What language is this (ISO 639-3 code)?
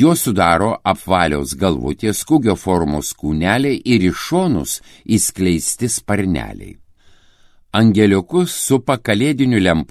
lit